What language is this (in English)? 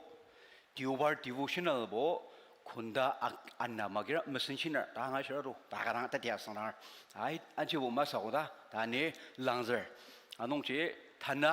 Ao Naga